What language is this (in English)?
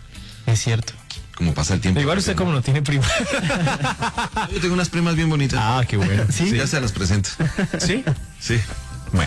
Spanish